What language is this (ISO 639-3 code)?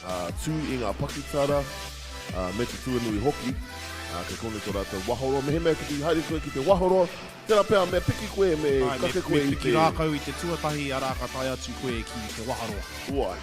mri